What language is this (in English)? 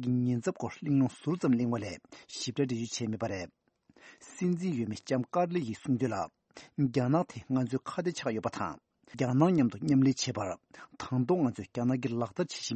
Tibetan